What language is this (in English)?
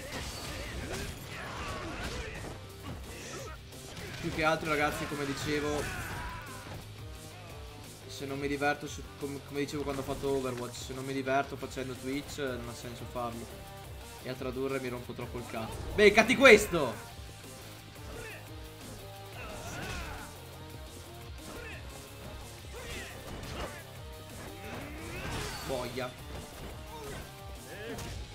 Italian